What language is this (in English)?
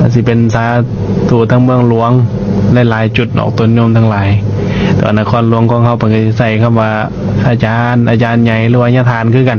Lao